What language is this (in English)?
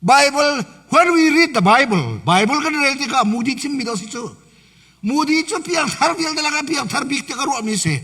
Hakha Chin